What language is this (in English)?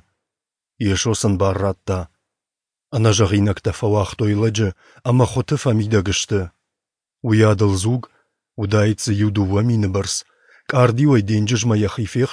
Ossetic